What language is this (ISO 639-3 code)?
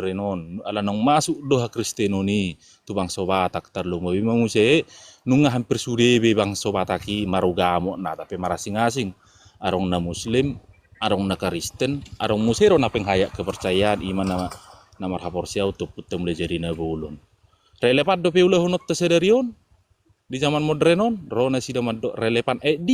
bbc